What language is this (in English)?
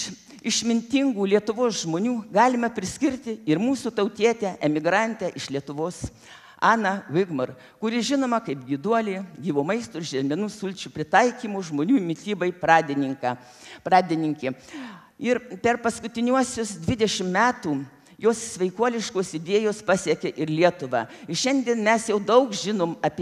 Lithuanian